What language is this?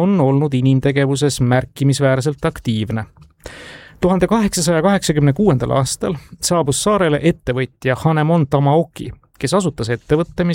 Estonian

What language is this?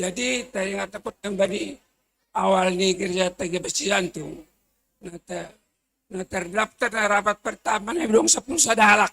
Batak Simalungun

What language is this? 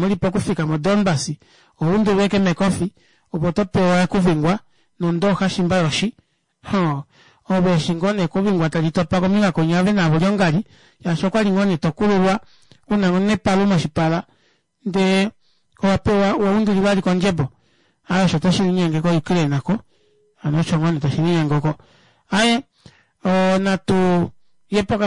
Kuanyama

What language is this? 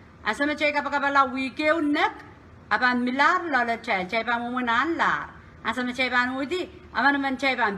Pohnpeian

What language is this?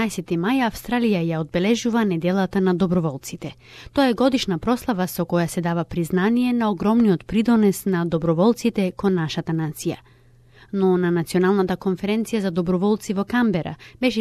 Macedonian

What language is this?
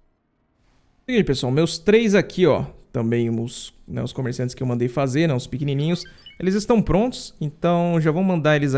Portuguese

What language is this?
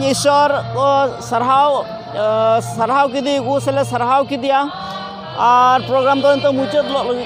Santali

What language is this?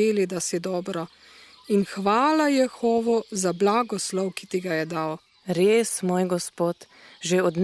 Slovenian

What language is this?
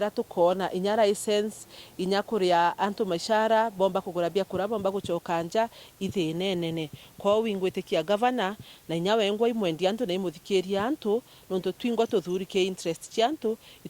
Meru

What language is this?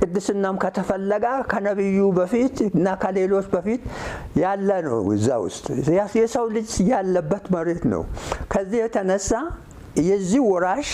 Amharic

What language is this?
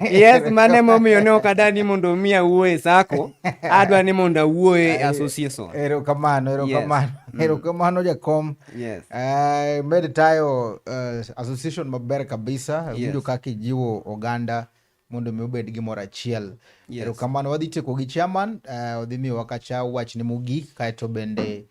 Luo (Kenya and Tanzania)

